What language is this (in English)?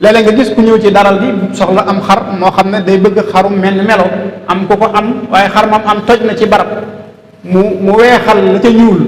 Wolof